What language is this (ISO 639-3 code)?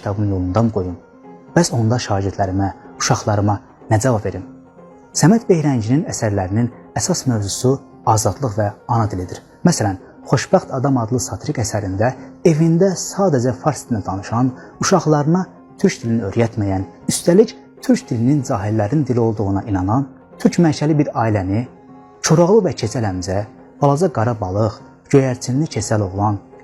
aze